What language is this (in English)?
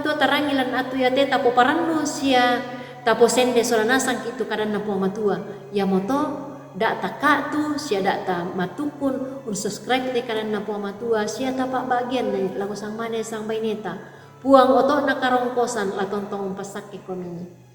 Toraja-Sa'dan